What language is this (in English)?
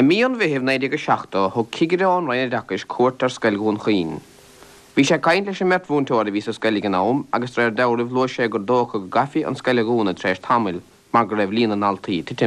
Irish